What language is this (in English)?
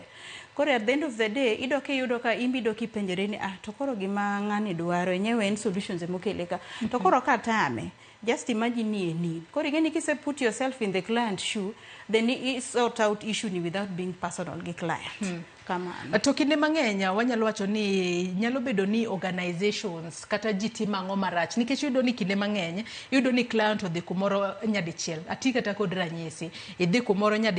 Luo (Kenya and Tanzania)